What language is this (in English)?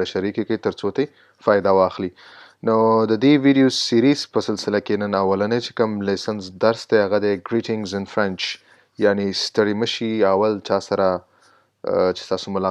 Pashto